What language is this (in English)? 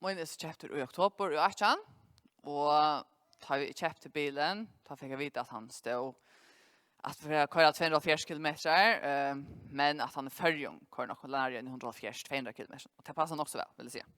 Faroese